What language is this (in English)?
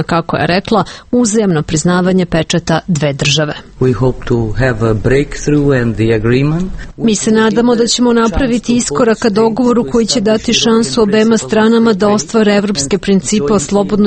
Serbian